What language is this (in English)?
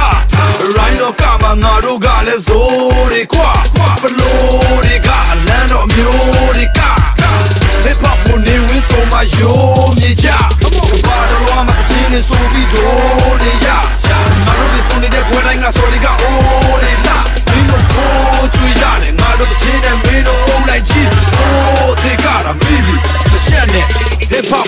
Burmese